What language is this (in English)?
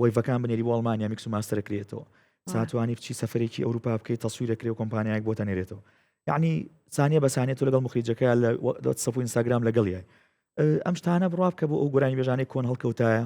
Central Kurdish